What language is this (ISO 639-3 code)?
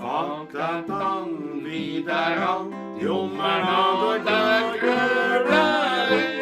bar